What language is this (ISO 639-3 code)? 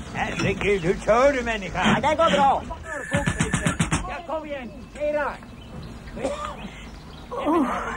swe